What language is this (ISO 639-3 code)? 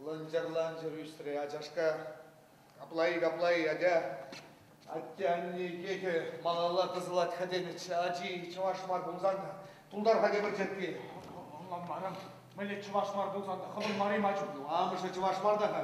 chv